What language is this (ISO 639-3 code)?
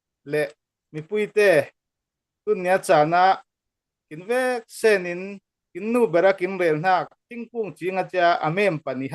cfm